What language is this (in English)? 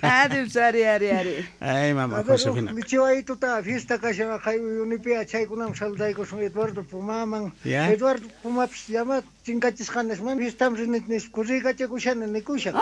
South Bolivian Quechua